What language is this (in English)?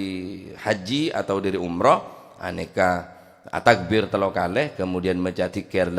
Madurese